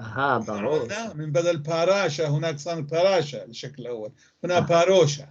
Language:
North Levantine Arabic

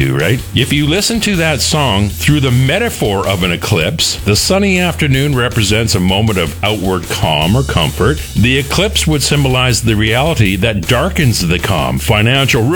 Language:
English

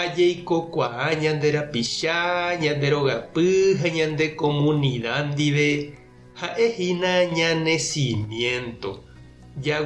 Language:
Guarani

